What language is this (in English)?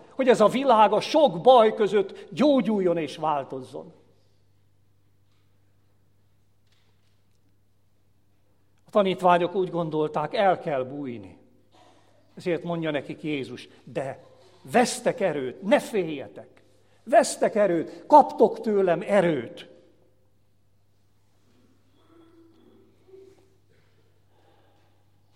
Hungarian